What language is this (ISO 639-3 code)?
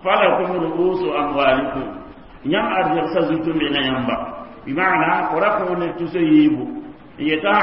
mos